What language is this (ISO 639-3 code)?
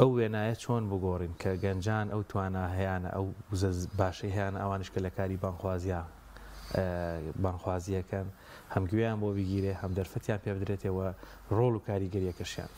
ckb